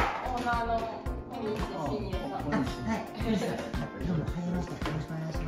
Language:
Japanese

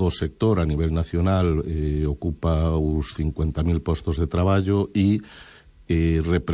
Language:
Galician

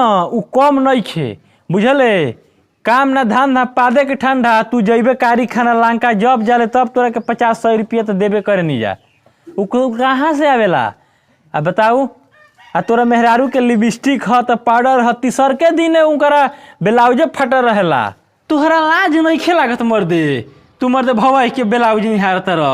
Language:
Bhojpuri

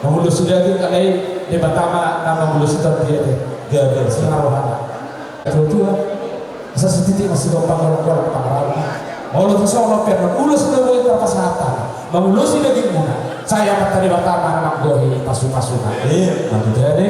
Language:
Batak Toba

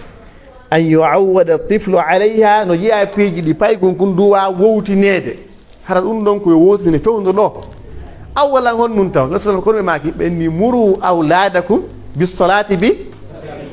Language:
Pular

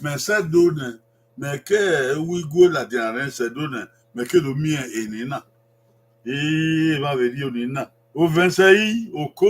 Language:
Bini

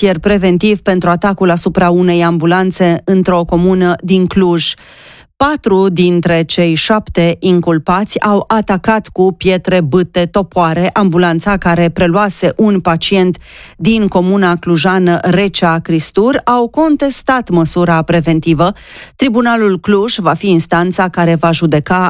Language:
Romanian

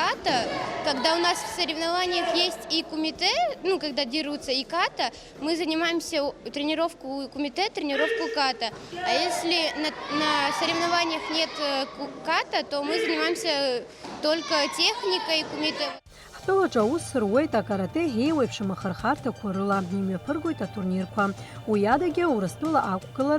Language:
Abkhazian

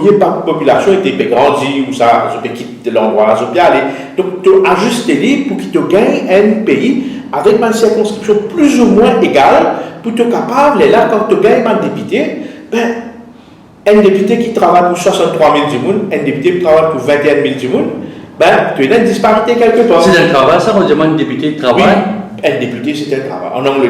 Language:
Morisyen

